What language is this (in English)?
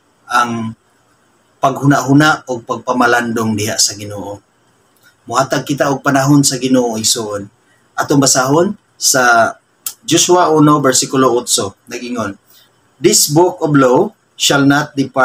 Cebuano